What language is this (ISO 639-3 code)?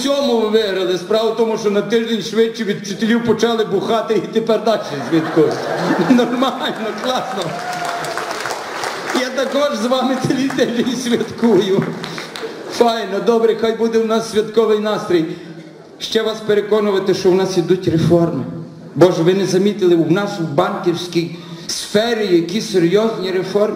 ukr